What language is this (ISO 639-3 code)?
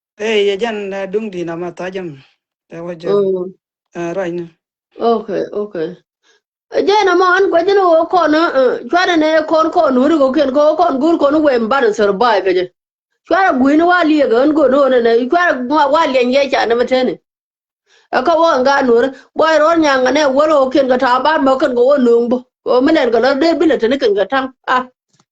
nus